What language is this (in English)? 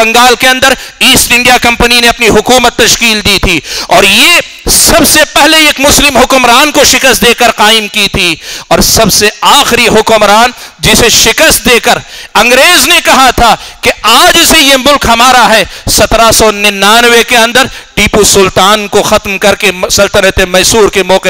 Urdu